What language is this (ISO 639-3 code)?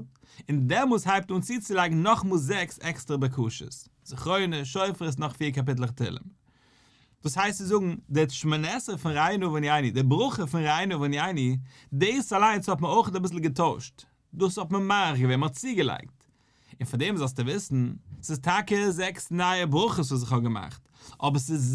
yid